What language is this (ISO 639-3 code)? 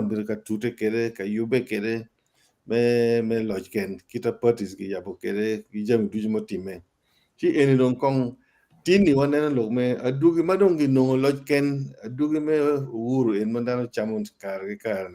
ach